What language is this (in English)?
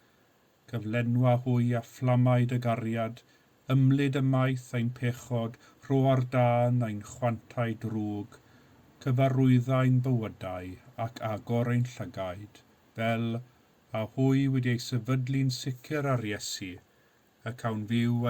Welsh